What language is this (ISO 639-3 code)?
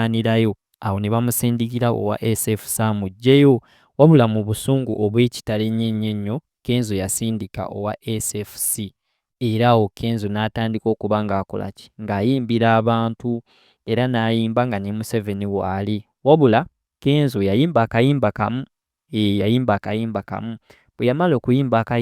lug